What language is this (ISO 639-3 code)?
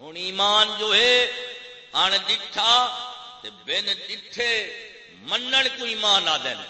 skr